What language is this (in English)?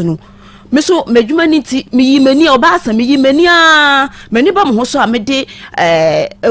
Akan